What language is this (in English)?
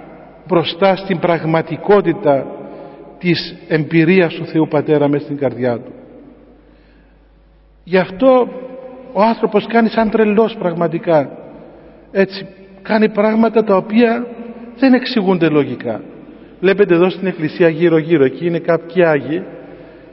Greek